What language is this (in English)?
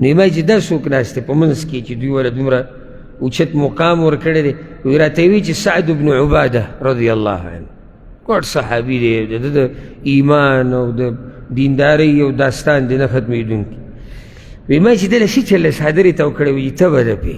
Pashto